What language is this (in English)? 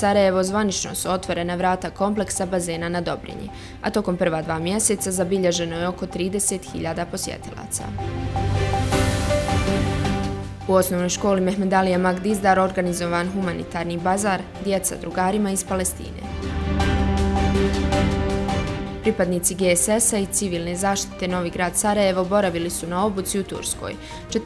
Bosnian